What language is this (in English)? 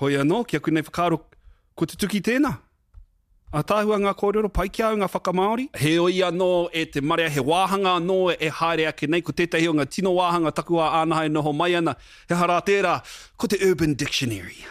Māori